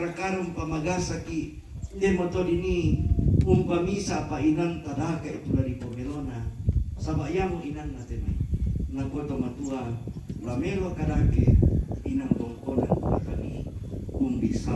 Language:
Toraja-Sa'dan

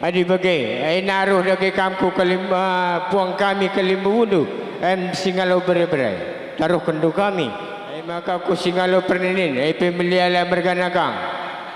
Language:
Batak Karo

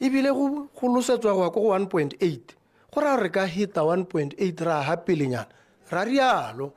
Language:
Tswana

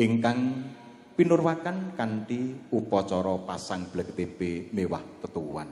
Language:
Javanese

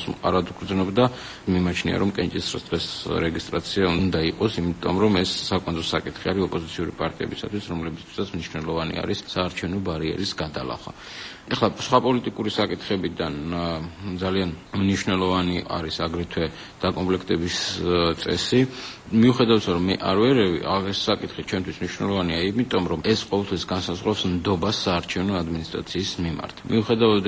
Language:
Georgian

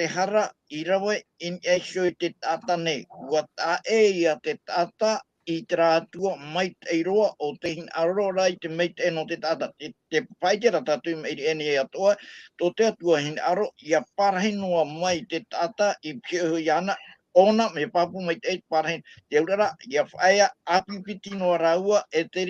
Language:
Tahitian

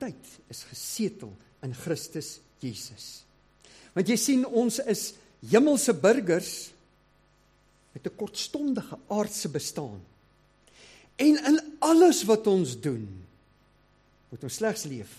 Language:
Afrikaans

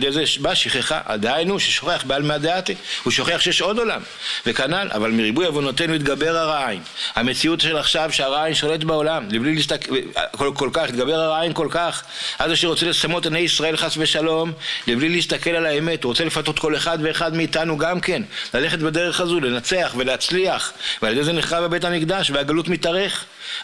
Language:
Hebrew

